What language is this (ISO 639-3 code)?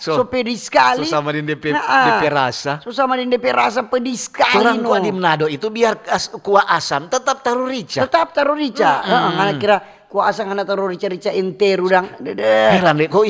xmm